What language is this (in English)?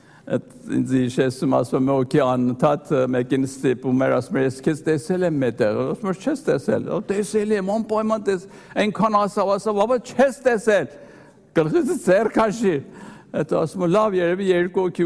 Armenian